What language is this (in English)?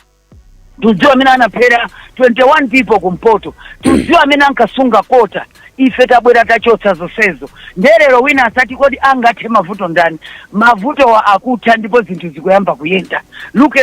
Nyanja